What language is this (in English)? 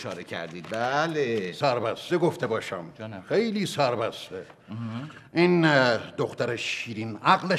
Persian